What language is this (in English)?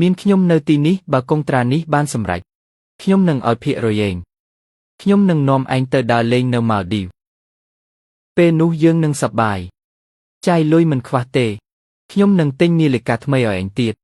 Khmer